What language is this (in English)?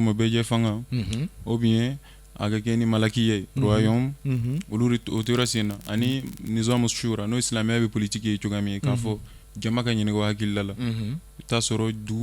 Bambara